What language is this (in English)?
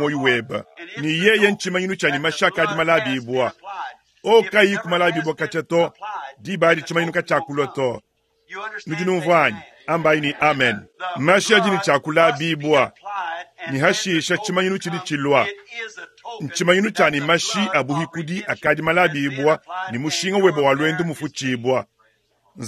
Luba-Lulua